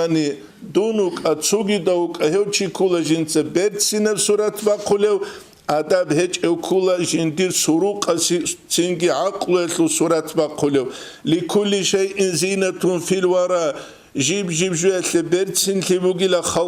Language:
Avaric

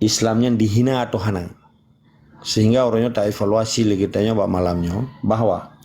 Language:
Achinese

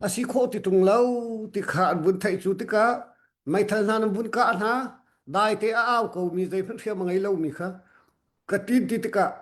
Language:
Hakha Chin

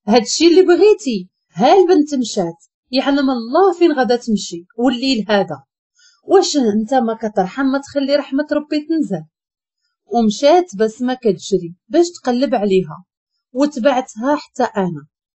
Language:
Moroccan Arabic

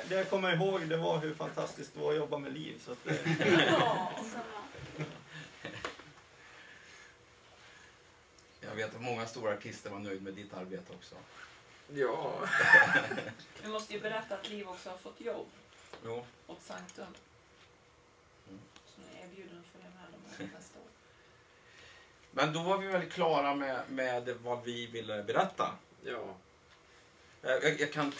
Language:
Swedish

